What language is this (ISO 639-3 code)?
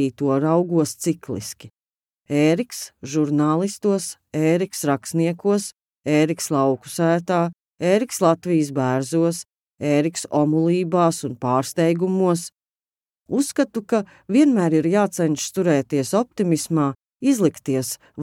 lav